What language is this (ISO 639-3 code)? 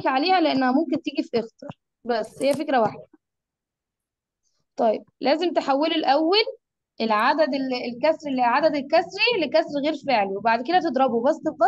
arz